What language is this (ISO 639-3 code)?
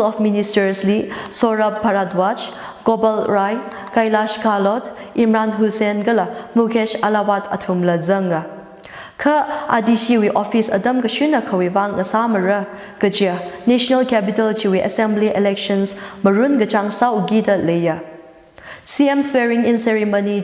nmf